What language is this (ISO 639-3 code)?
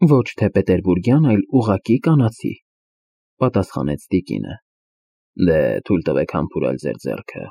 hye